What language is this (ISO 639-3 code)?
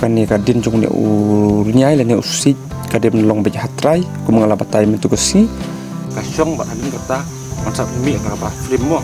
kha